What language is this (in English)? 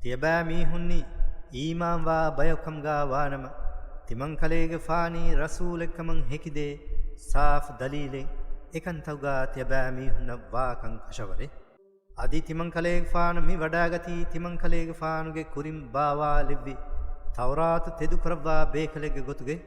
Divehi